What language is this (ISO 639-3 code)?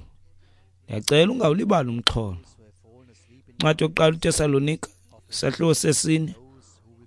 xho